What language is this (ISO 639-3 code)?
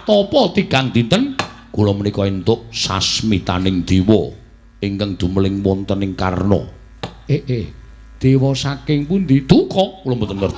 jav